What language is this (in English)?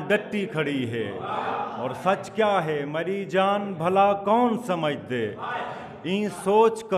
Saraiki